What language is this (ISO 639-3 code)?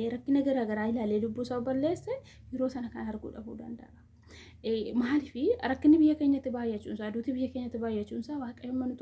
orm